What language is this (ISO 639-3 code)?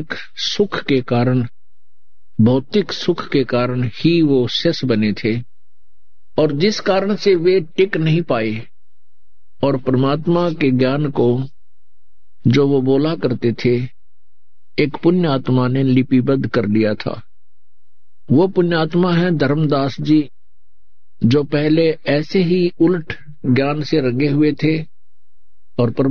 hin